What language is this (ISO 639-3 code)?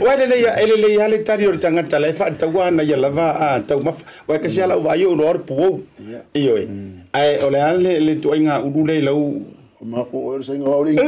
smo